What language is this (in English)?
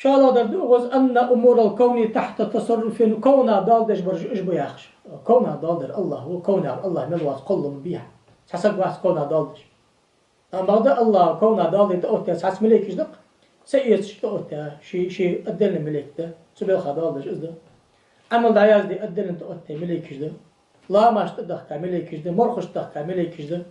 Ingush